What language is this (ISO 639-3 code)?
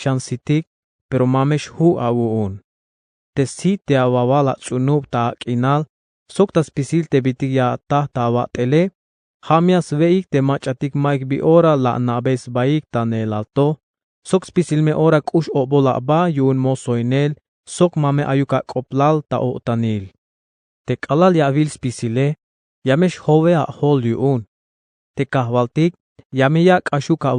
tzh